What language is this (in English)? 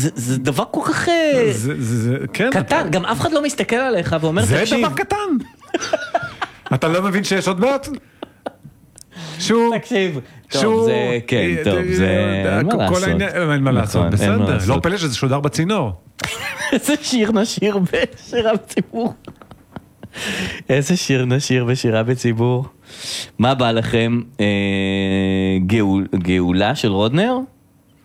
Hebrew